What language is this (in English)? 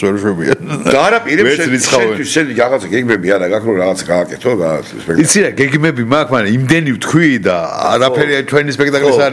Georgian